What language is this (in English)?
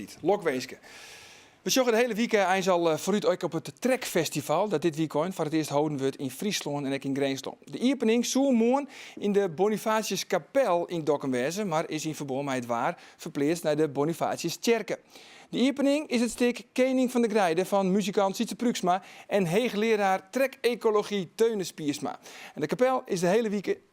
Western Frisian